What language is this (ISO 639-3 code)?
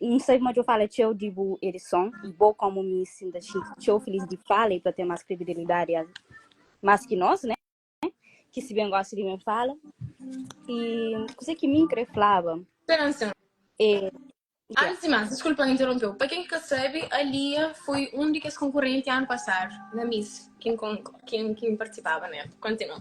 kea